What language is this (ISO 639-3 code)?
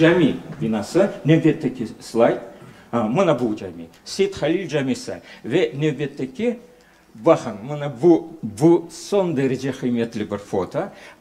crh